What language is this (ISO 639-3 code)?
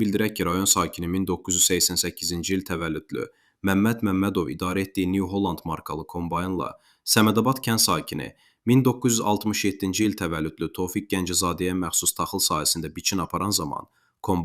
aze